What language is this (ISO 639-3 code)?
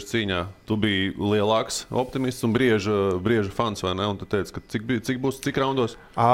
lav